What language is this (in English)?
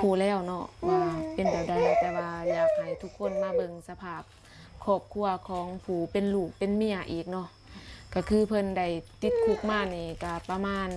Lao